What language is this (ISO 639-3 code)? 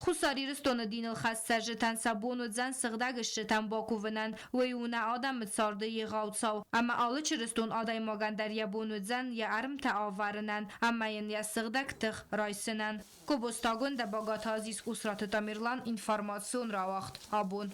oss